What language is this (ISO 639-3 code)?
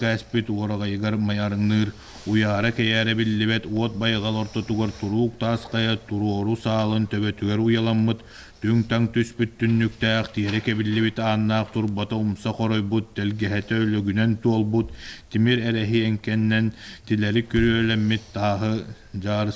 sah